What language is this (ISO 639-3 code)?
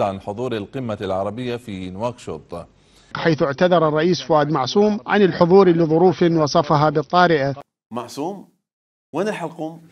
acm